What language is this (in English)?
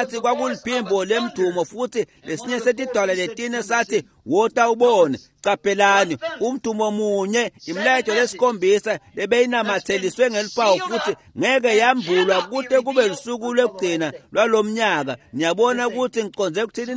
Swati